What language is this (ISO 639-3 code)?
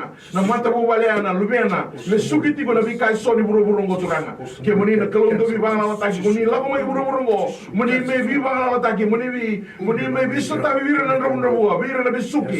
fij